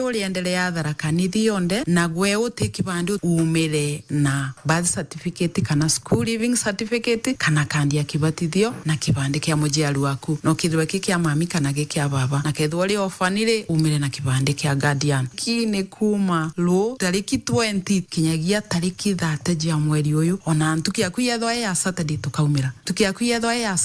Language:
Meru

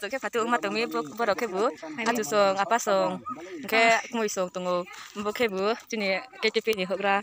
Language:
Riang (India)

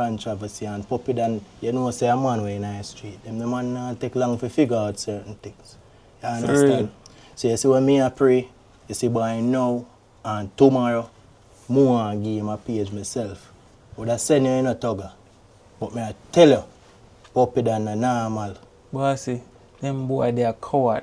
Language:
Jamaican Creole English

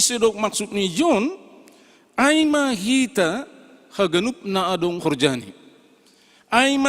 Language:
Batak Simalungun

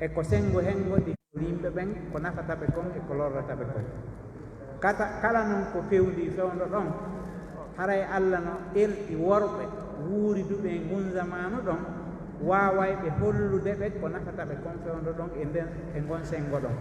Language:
Pular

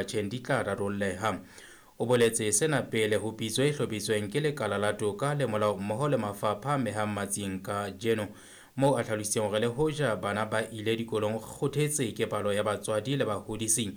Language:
Southern Sotho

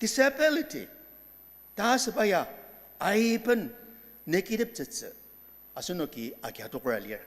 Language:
Ao Naga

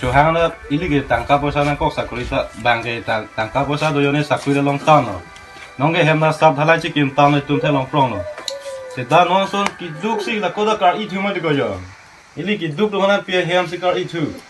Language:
Karbi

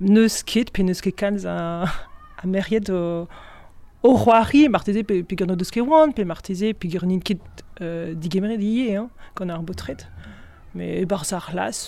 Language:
Breton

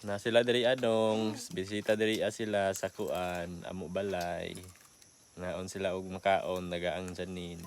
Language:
Cebuano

